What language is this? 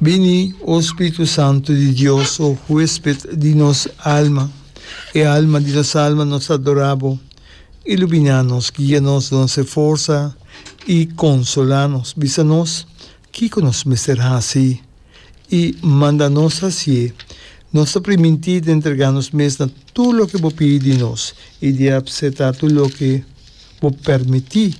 Papiamento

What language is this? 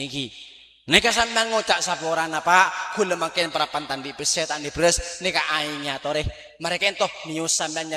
Madurese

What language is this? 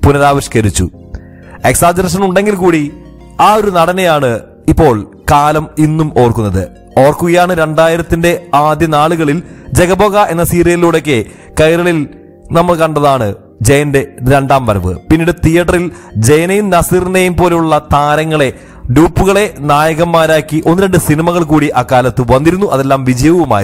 Malayalam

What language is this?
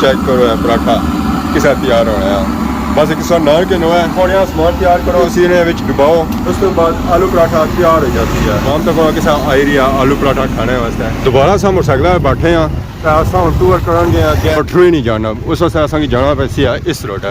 Pahari-Potwari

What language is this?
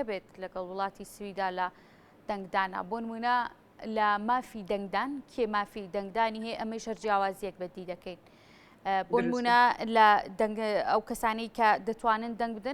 Central Kurdish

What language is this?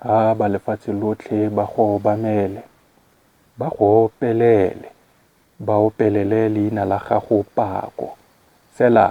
Tswana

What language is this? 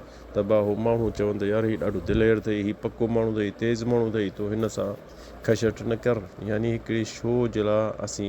Sindhi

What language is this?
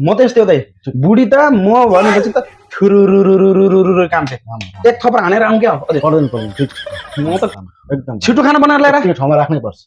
Nepali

